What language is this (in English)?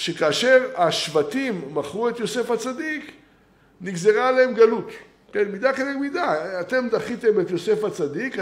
Hebrew